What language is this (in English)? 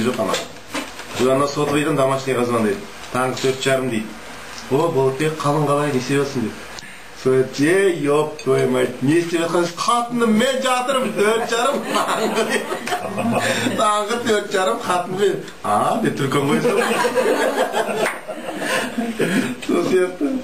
Kazakh